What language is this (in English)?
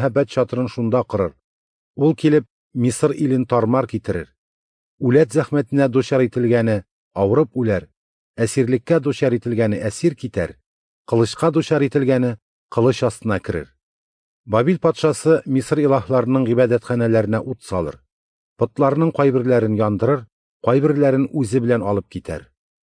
Tatar